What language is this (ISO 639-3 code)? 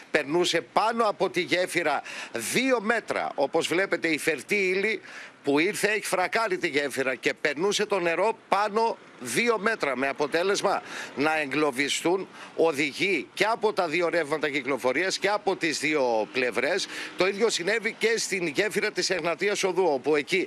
ell